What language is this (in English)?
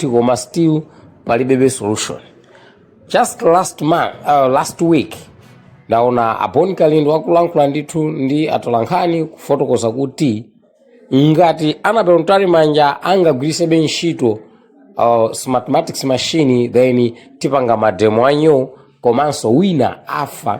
Nyanja